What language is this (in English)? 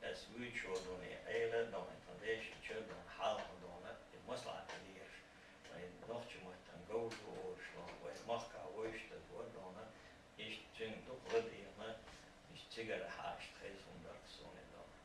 Chechen